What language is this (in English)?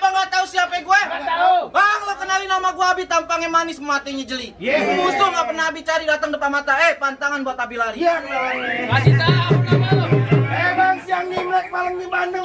Betawi